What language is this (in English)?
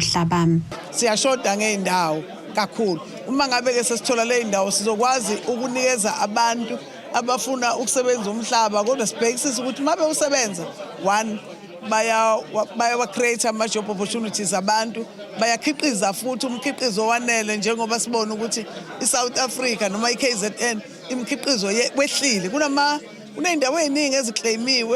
Zulu